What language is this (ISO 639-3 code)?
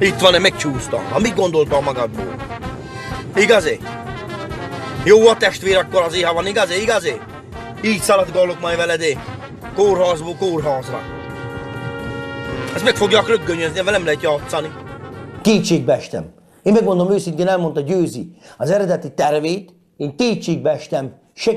hun